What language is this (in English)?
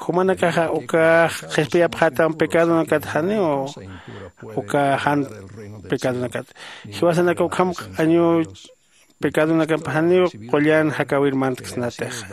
Aymara